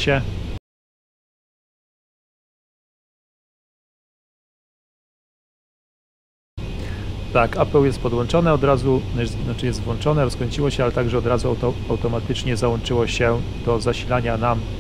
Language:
Polish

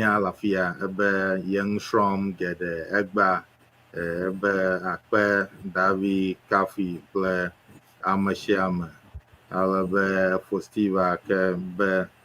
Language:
Ewe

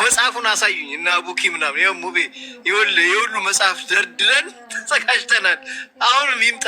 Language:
Amharic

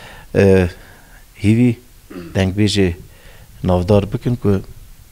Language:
Kurdish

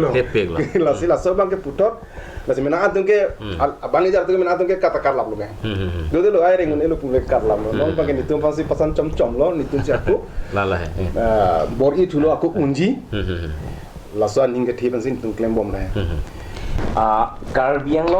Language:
Karbi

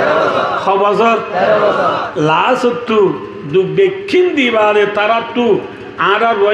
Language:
Rohingya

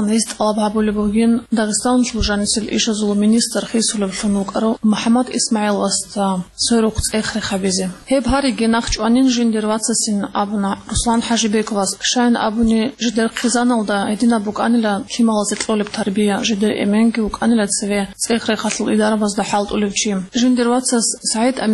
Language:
Avaric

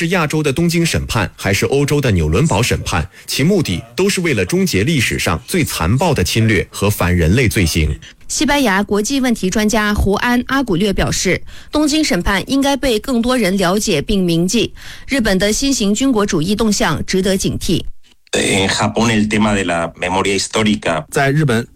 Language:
Chinese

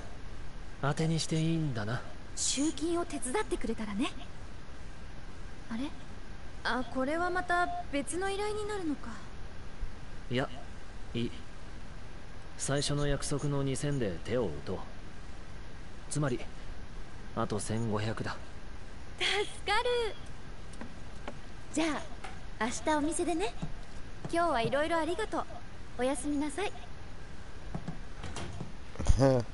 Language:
Japanese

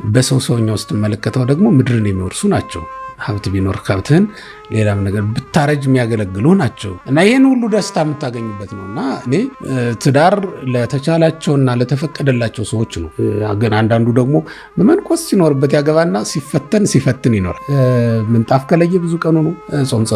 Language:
Amharic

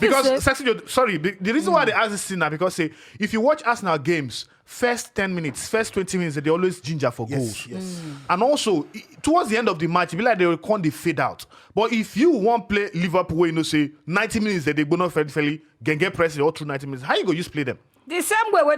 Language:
Nigerian Pidgin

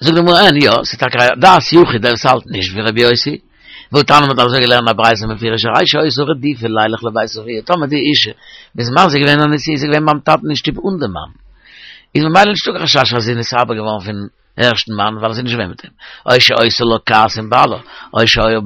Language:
Yiddish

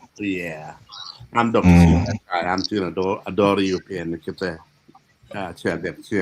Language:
Acoli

